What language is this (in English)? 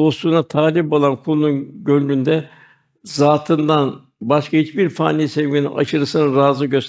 Turkish